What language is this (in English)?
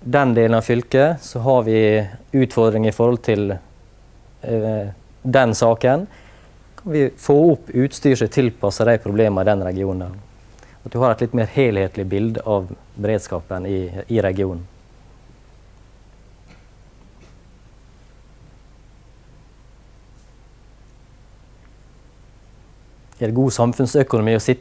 Norwegian